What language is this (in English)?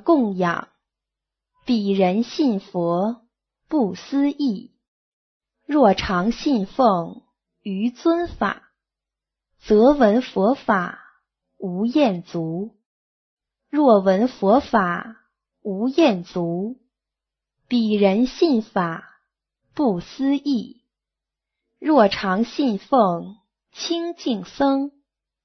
Chinese